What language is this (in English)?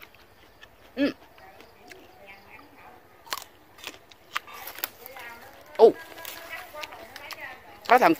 Vietnamese